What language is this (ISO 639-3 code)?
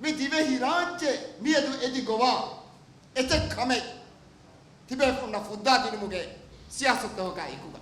div